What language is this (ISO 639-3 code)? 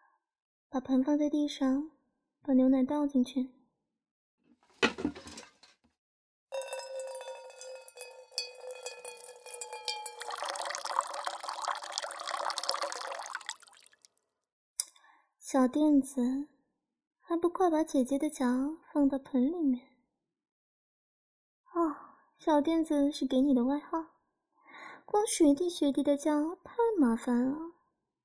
zho